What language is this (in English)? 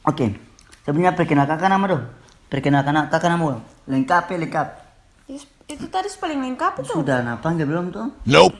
Ambonese Malay